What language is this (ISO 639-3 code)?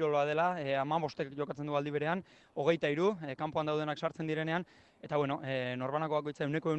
eus